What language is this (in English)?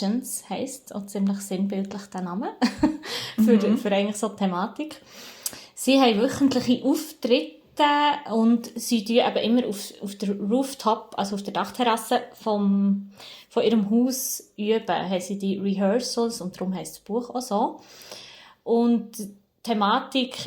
Swiss German